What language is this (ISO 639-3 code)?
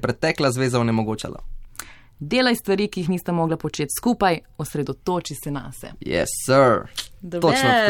slv